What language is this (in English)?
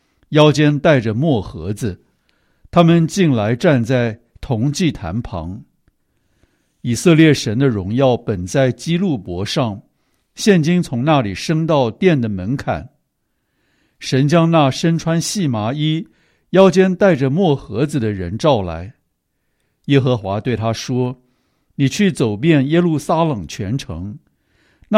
Chinese